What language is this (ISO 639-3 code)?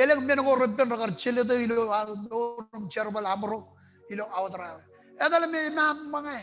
mah